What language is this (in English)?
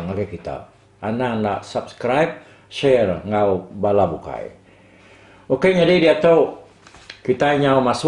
Iban